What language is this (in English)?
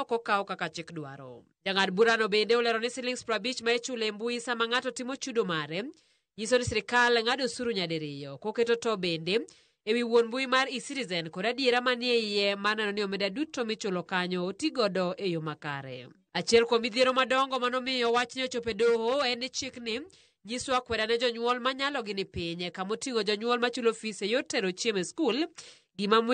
Luo (Kenya and Tanzania)